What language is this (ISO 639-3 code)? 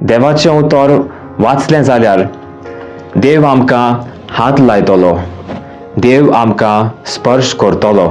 kok